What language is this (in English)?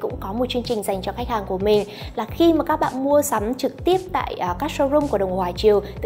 Vietnamese